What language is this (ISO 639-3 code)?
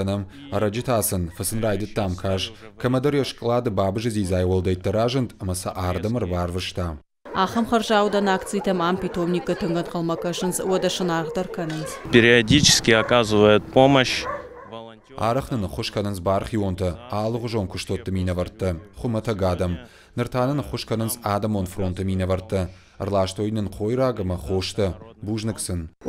oss